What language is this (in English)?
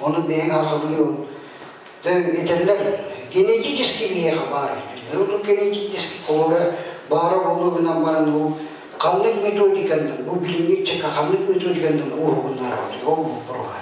Yakut